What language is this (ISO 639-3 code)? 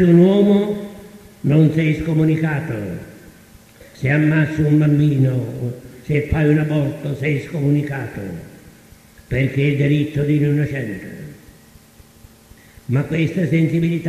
ita